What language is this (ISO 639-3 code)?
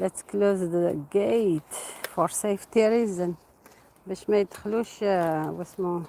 arq